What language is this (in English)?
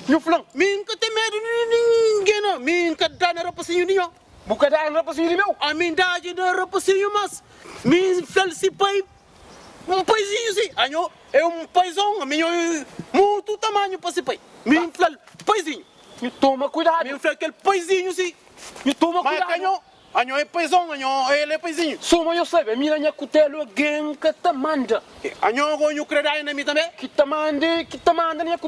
Kabuverdianu